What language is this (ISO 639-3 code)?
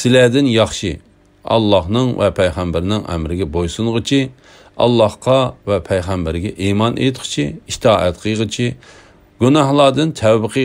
uig